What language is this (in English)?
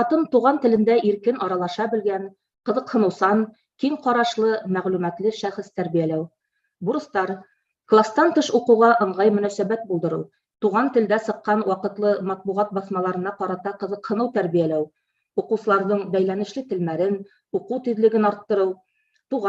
Bashkir